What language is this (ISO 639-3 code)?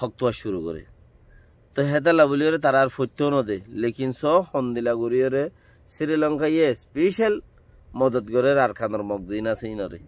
rhg